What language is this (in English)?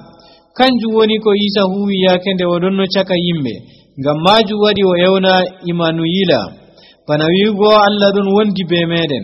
Nigerian Fulfulde